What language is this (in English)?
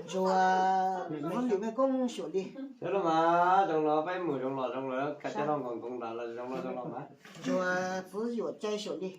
Hmong